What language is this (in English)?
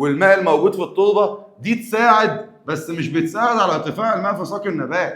Egyptian Arabic